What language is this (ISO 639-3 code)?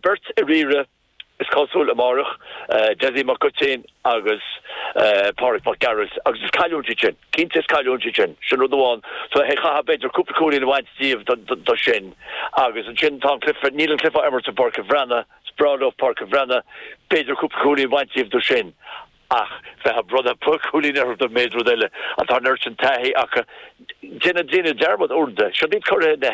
gle